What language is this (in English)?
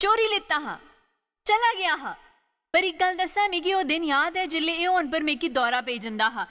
Dogri